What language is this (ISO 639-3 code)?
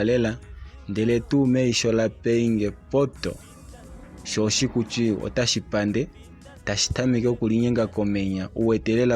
kua